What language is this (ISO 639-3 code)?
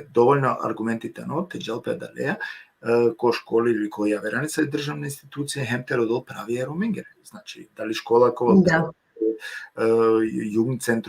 rmn